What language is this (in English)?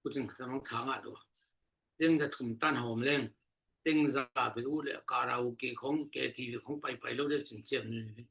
Tedim Chin